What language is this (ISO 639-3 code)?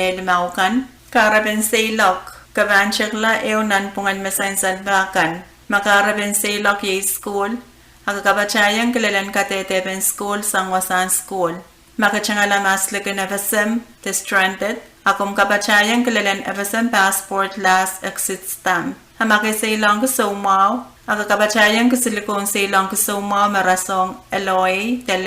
pon